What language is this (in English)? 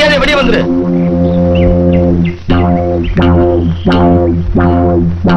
Tamil